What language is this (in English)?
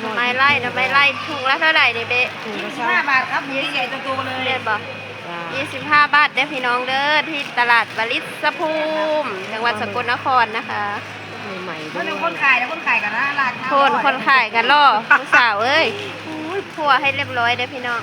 Northeastern Thai